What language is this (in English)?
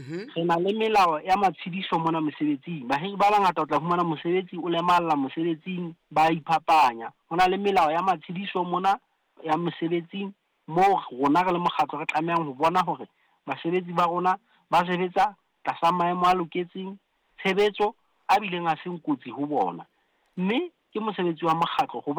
Southern Sotho